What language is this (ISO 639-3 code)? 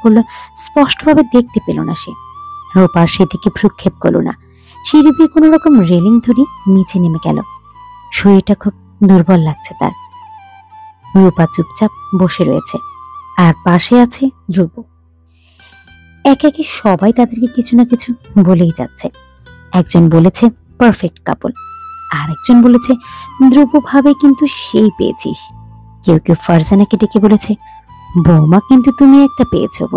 ben